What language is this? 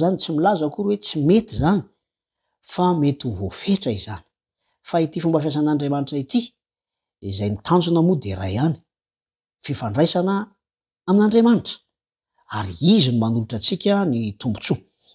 Malagasy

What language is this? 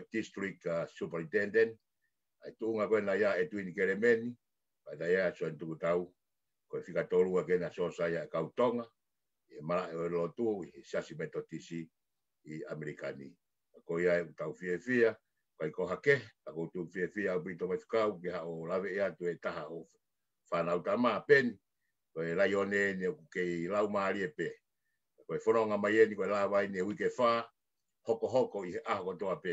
Tongan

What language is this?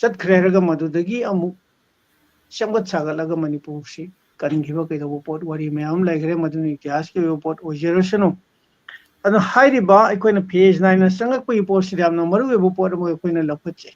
Manipuri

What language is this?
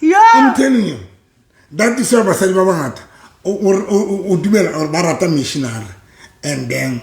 Southern Sotho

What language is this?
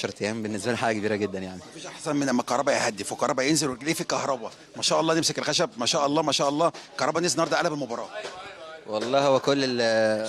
Egyptian Arabic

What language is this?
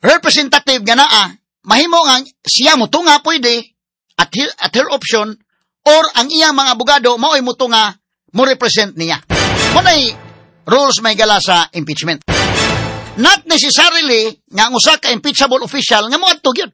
Cebuano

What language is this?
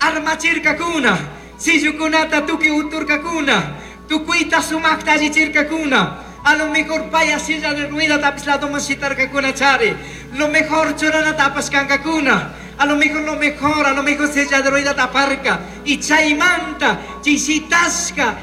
Chimborazo Highland Quichua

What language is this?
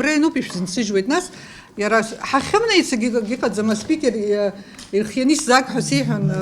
Abkhazian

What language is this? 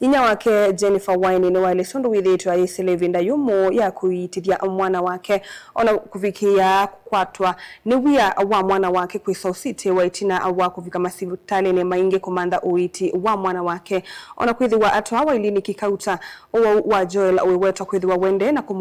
Kamba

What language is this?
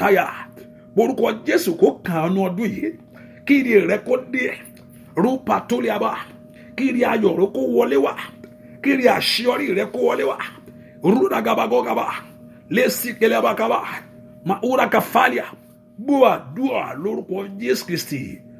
Yoruba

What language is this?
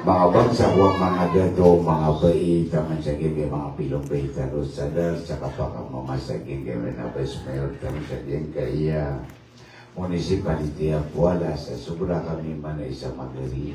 Maranao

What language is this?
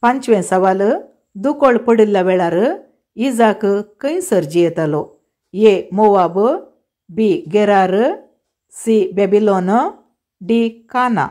Konkani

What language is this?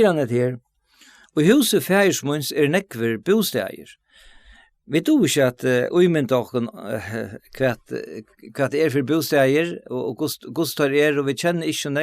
Faroese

